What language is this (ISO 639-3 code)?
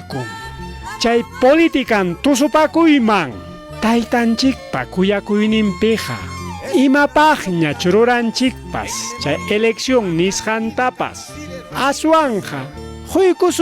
quy